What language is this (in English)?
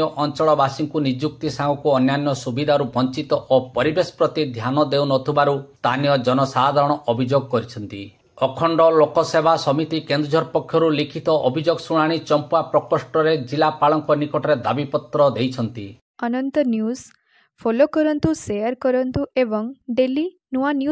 Odia